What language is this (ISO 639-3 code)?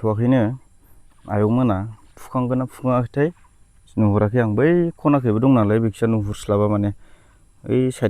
brx